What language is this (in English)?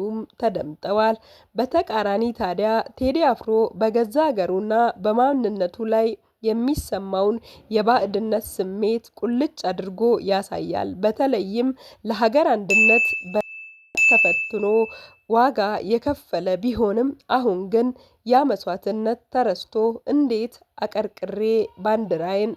Amharic